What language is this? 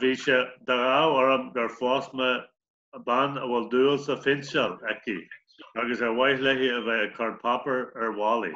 Irish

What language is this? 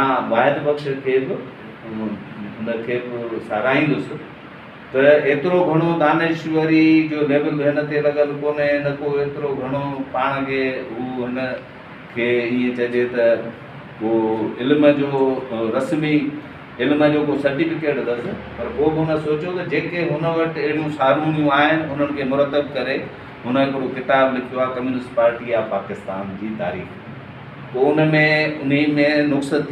Sindhi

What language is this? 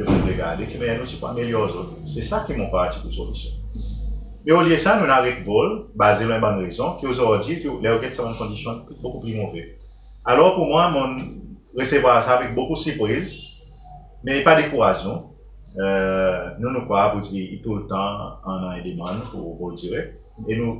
Seselwa Creole French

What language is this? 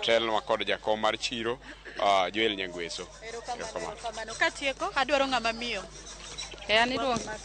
Luo (Kenya and Tanzania)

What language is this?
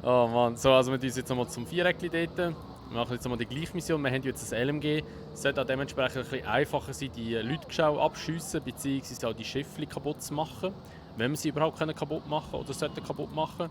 Swiss German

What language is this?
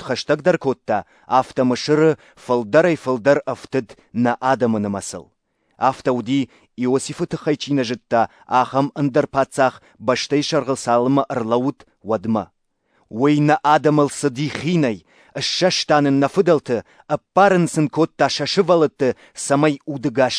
Ossetic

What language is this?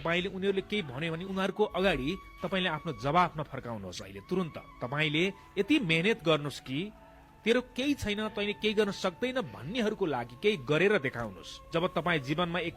Nepali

